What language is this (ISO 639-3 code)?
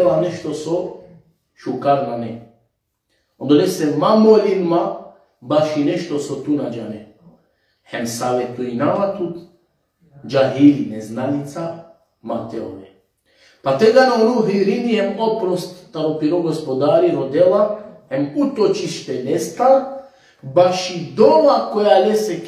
rmn